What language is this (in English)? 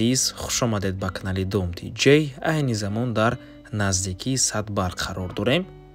Tajik